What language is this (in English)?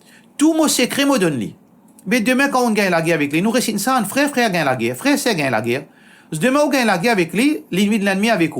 Morisyen